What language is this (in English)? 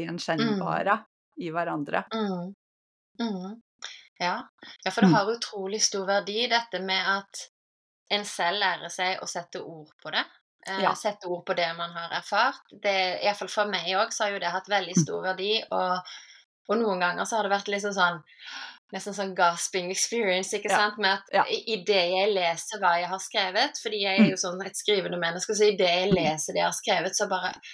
Norwegian